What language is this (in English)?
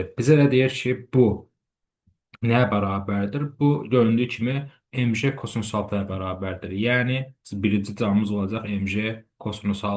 Azerbaijani